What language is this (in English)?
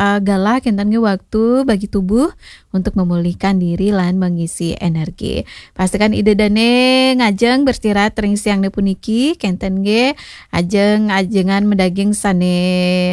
Balinese